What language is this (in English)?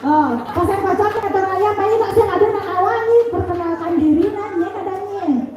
Balinese